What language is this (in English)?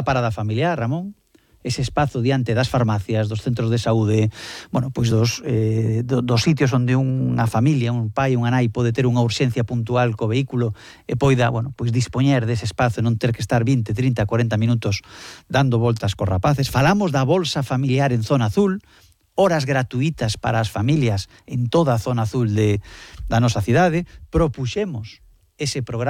Galician